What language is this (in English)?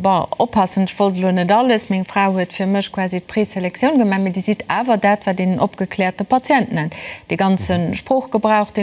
Luxembourgish